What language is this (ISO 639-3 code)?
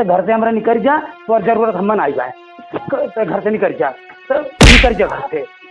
awa